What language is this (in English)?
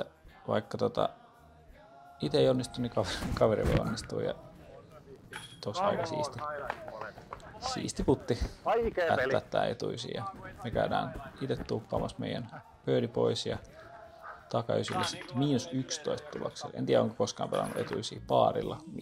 Finnish